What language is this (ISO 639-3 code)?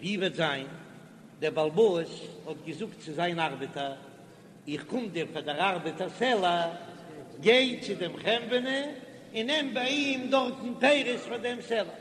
yid